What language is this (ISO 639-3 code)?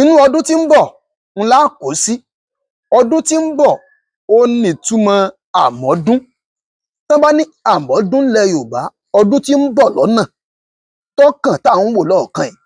yor